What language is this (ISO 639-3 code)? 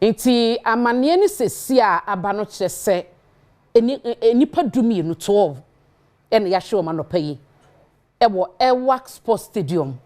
aka